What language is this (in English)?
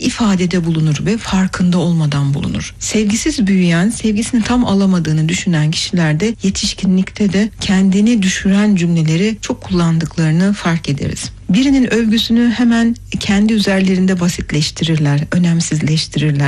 Turkish